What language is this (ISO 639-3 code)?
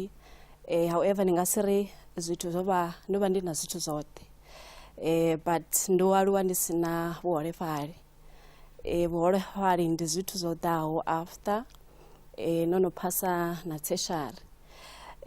ven